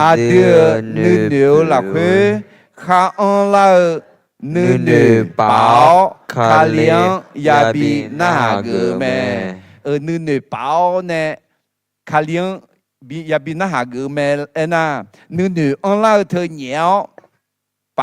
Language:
Akha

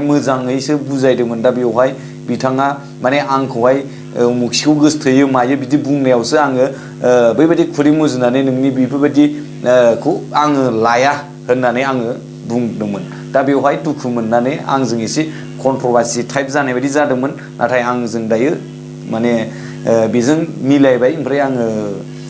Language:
Bodo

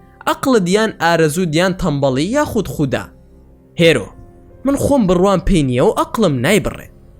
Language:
Central Kurdish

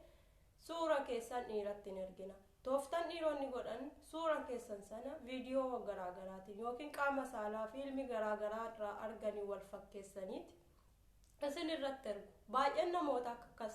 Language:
Oromo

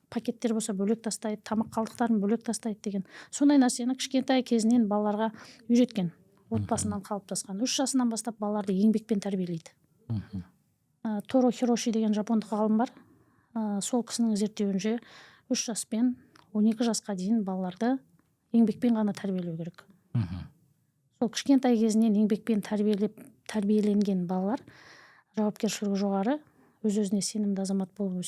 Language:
Kazakh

